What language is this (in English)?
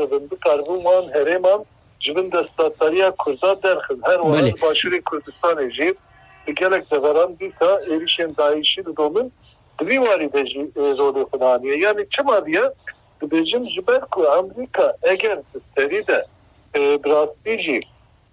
Kurdish